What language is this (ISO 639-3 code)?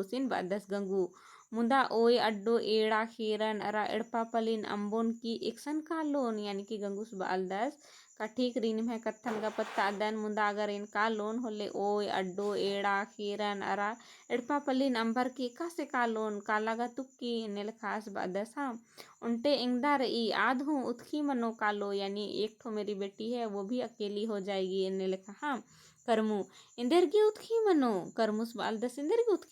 kru